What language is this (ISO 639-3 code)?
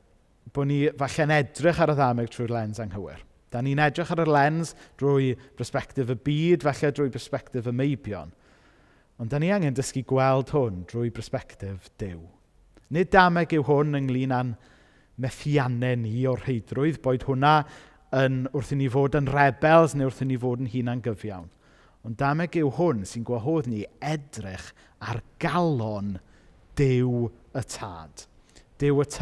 cym